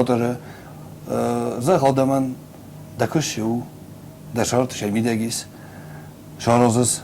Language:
Ossetic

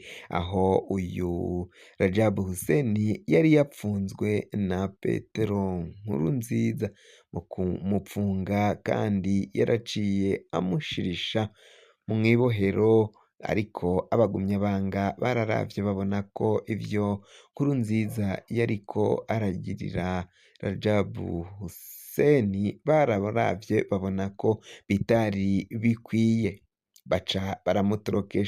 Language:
Rundi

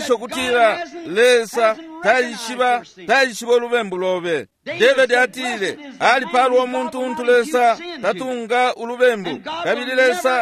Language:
Bemba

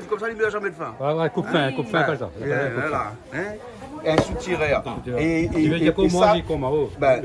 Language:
Réunion Creole French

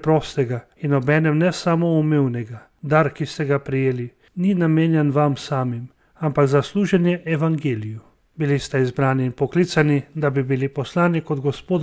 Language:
Slovenian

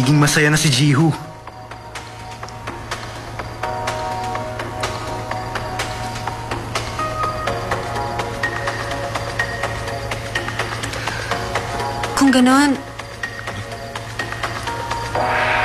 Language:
Filipino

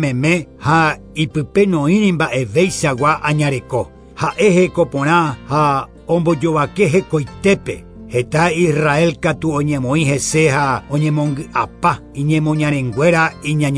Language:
Guarani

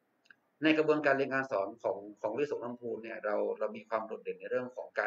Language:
Thai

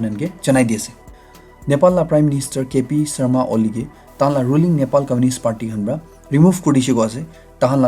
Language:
Naga Pidgin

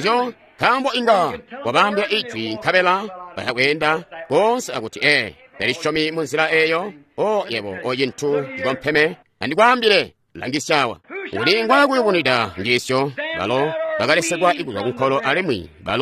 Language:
Tonga (Zambia)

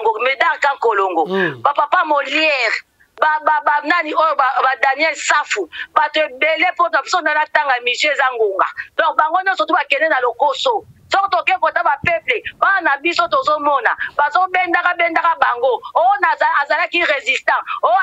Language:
Lingala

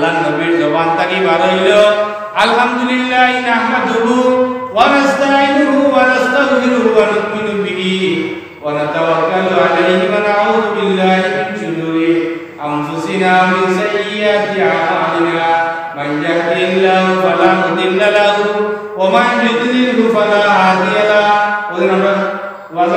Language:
Sylheti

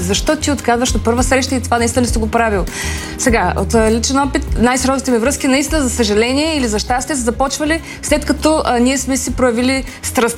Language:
Bulgarian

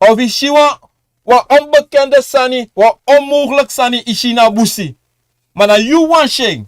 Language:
Sranan Tongo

